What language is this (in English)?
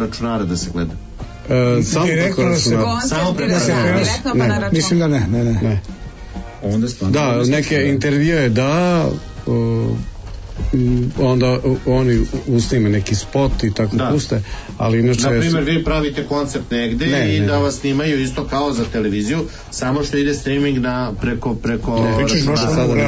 Serbian